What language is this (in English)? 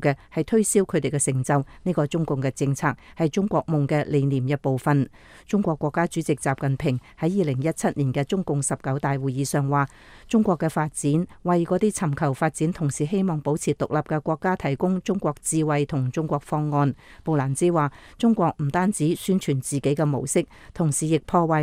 Cantonese